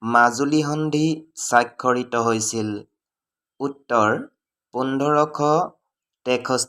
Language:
Assamese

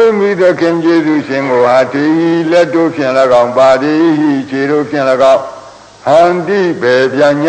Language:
Burmese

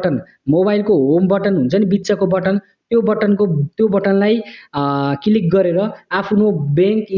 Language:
Nepali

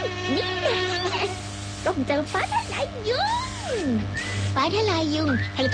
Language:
Thai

